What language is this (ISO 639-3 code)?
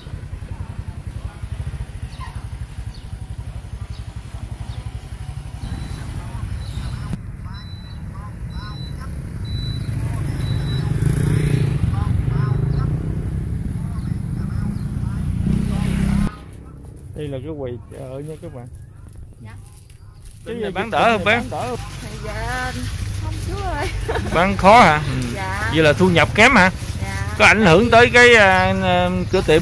vie